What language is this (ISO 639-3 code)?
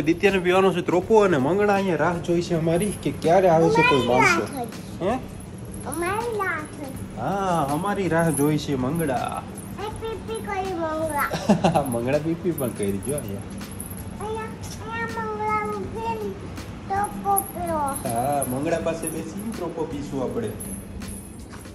guj